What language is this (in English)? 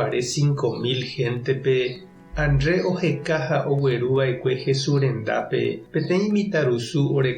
Guarani